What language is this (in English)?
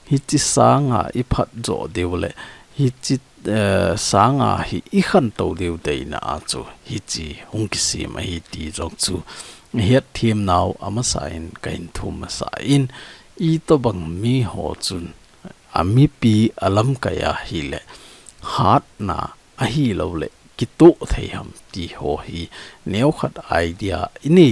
Thado Chin